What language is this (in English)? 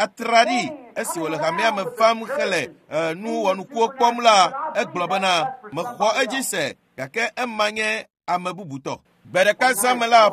Ewe